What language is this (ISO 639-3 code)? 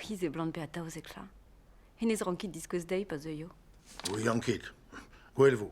bre